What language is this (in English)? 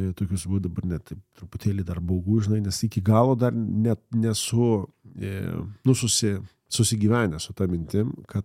Lithuanian